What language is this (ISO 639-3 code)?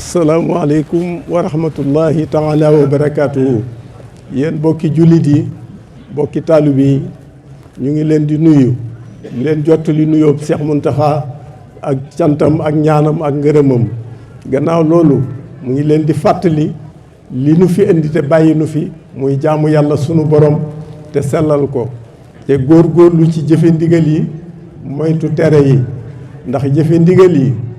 wol